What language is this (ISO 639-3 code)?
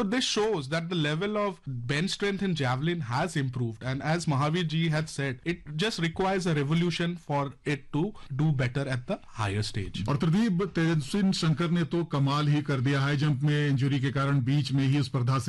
hin